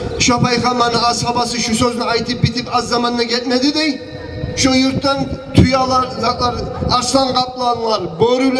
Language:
Kumyk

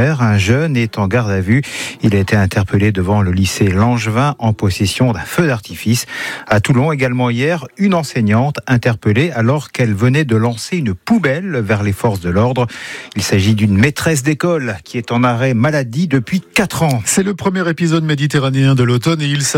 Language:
French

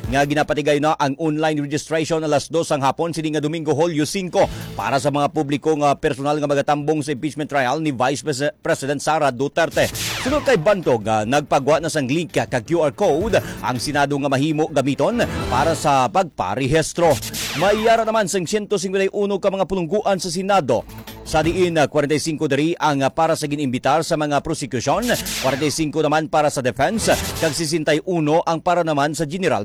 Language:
Hiligaynon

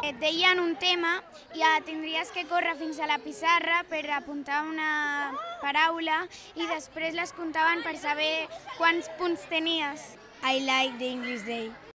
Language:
Catalan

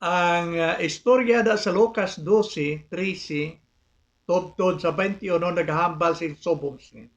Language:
Hiligaynon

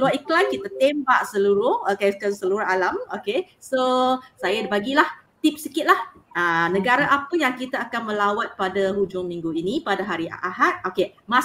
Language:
Malay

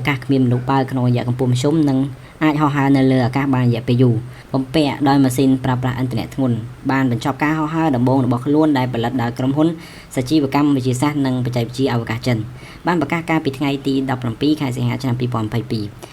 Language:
Khmer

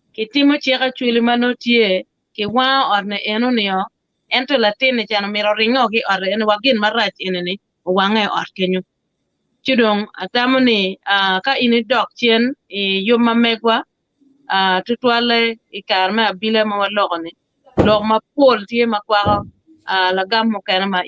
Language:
Acoli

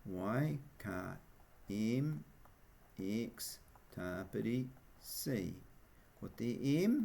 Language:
Māori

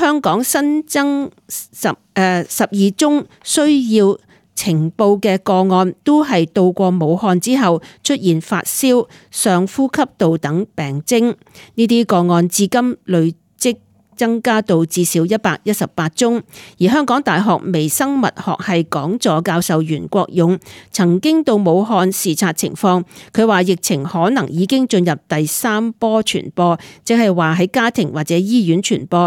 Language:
Cantonese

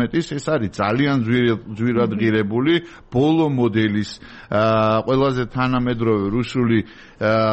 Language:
Georgian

